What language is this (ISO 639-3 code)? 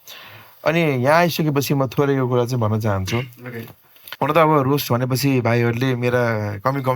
nep